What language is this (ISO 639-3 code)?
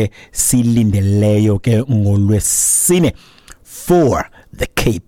xho